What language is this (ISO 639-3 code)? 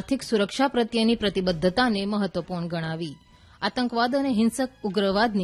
guj